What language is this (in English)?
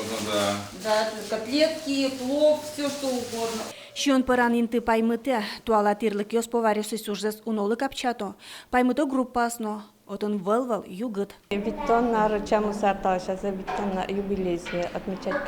Udmurt